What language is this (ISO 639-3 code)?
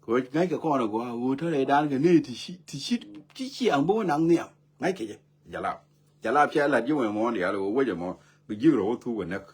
nus